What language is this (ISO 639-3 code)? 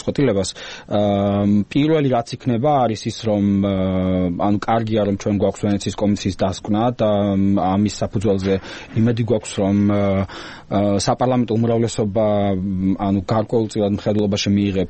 kat